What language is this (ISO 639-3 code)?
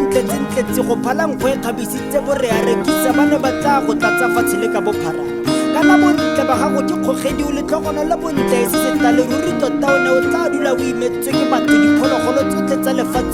tsn